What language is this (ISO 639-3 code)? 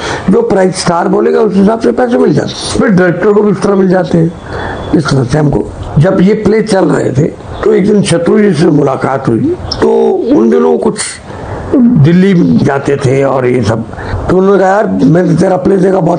hin